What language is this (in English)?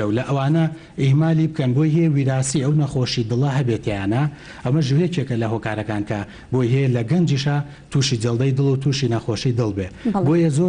Central Kurdish